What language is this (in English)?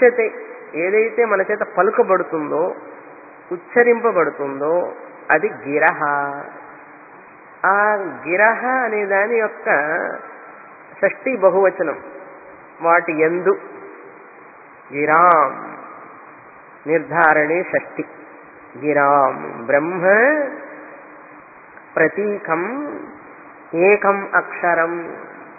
Telugu